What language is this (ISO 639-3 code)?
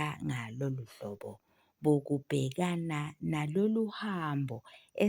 zul